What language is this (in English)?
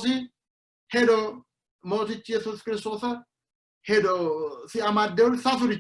Sidamo